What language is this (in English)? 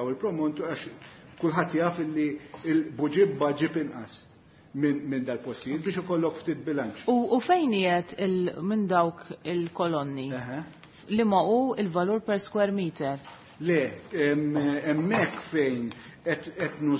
Maltese